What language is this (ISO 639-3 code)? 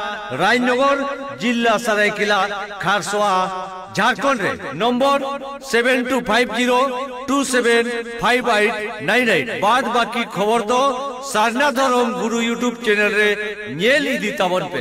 sat